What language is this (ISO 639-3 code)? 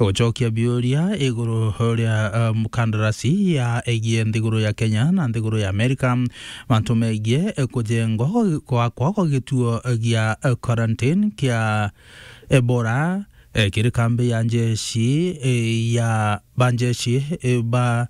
mer